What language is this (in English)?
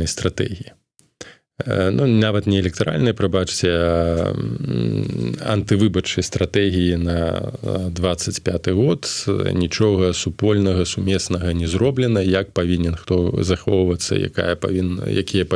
Belarusian